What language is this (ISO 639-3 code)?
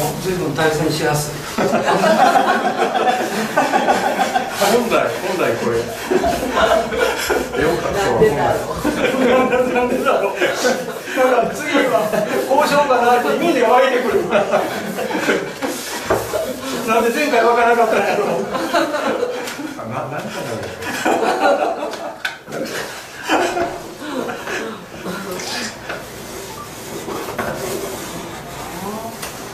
jpn